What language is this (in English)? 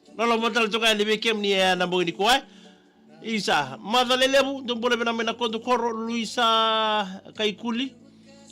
Fijian